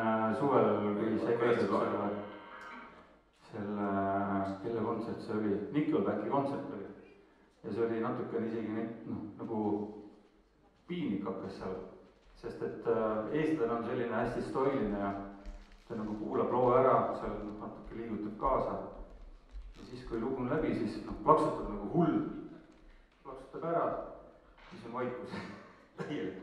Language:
Estonian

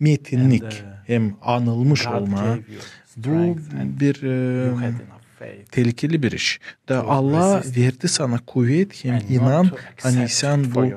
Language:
Gagauz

